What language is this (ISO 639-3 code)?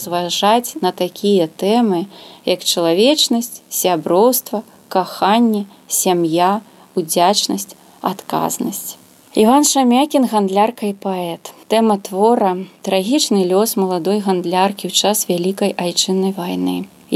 bel